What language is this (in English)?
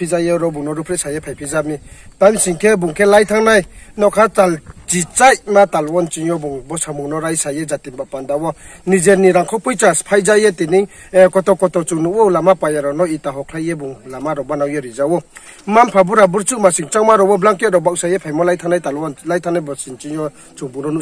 Riang (India)